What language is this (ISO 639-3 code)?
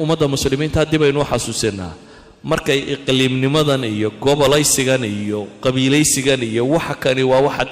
som